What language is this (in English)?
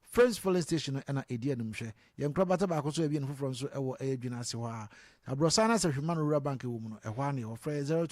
Akan